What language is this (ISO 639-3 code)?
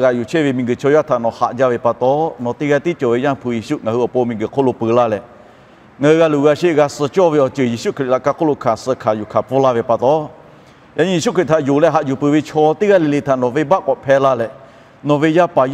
lhu